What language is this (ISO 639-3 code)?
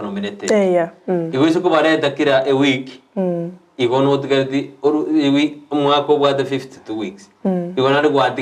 guz